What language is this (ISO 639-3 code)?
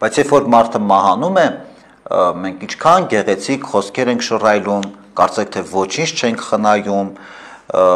hye